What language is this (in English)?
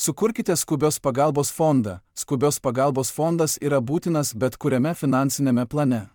Lithuanian